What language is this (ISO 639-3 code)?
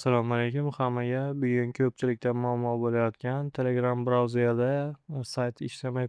uzb